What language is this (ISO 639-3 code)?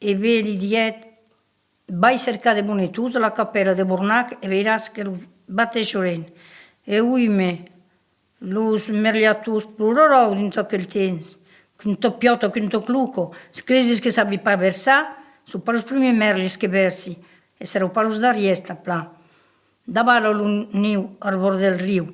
oci